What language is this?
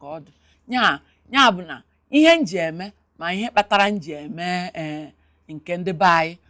Igbo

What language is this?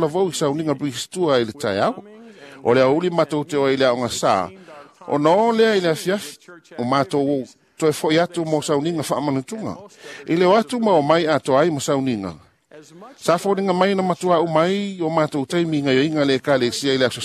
Samoan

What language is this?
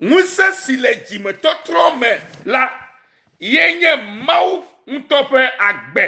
Ewe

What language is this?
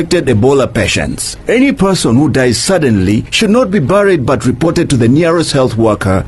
Acoli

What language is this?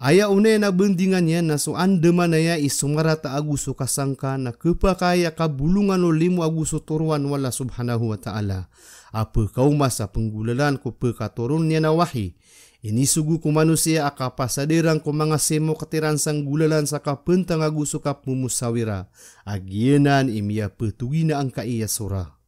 Maranao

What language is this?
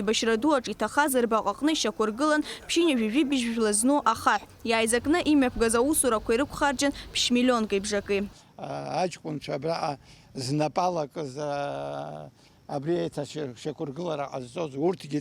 Abkhazian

